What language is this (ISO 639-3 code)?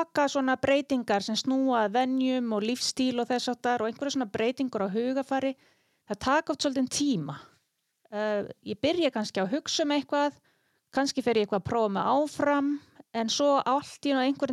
isl